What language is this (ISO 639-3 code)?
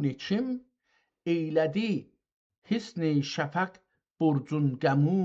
azb